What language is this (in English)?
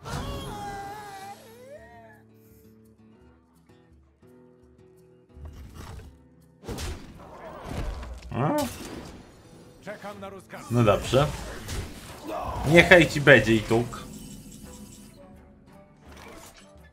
Polish